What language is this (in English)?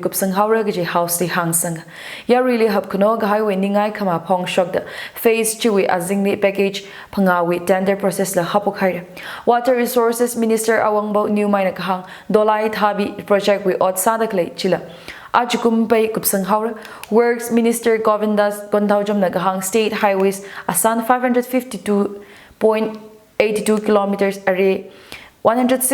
Tangkhul Naga (India)